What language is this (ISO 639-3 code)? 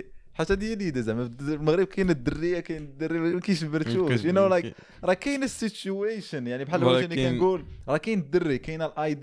ary